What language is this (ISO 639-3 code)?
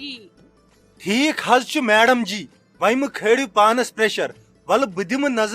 kas